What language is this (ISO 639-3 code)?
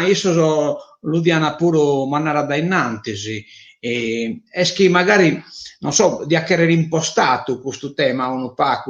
srd